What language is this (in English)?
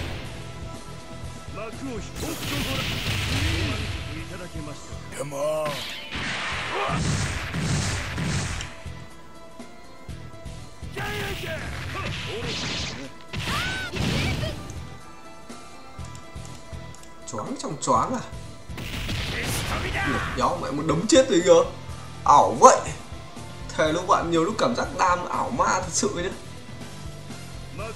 Vietnamese